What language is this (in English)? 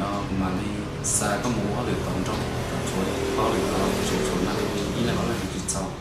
Hmong